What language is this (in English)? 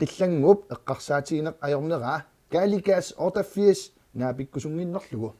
Kalaallisut